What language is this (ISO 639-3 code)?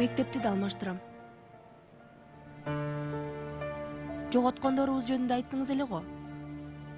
kir